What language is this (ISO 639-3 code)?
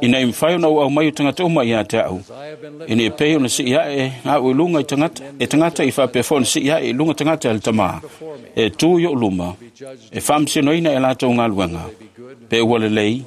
smo